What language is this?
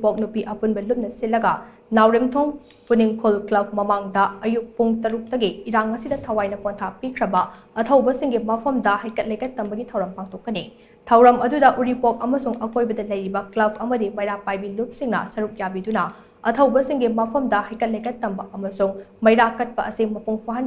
Manipuri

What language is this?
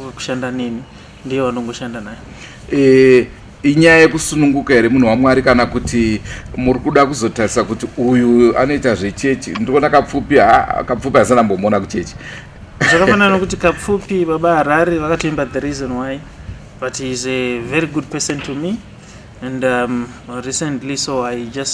Shona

